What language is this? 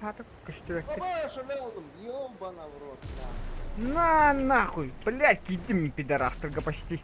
Yakut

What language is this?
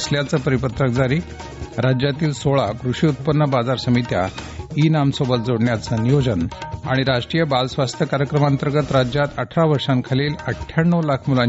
Marathi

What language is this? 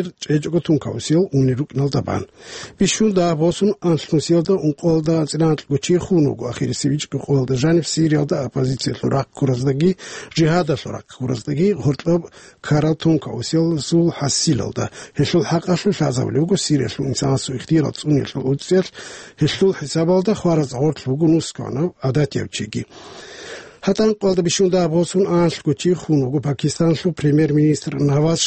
Avaric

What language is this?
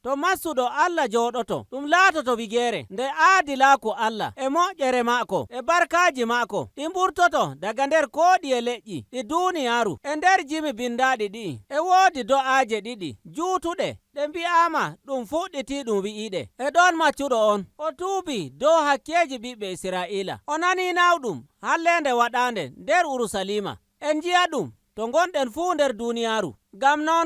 Nigerian Fulfulde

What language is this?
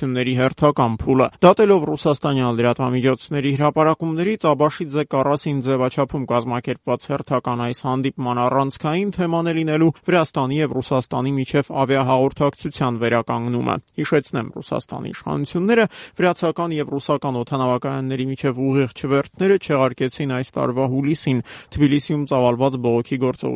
Armenian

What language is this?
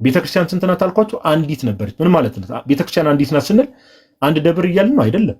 Amharic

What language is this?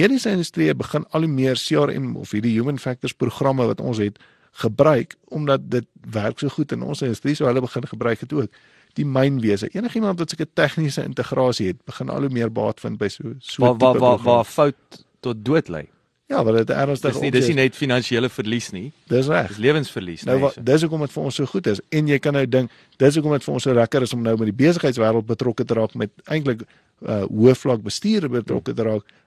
Afrikaans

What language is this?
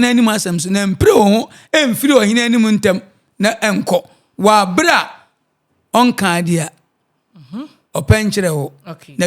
Akan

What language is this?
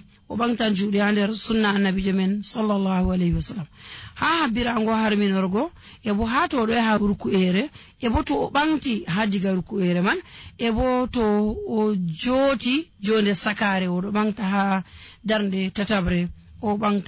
Nigerian Fulfulde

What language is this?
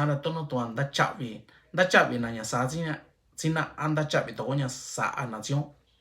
Mixtepec Mixtec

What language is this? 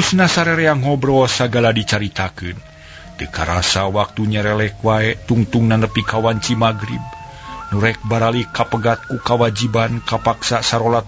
Sundanese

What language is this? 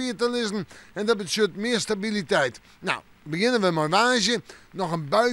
Western Frisian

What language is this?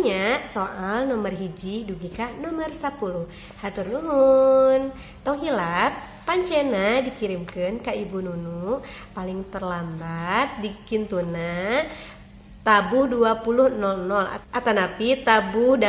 Sundanese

